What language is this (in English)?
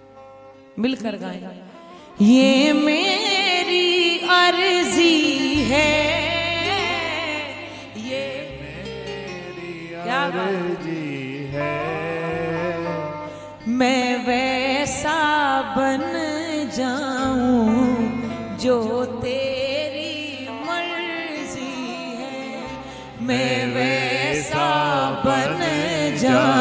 Hindi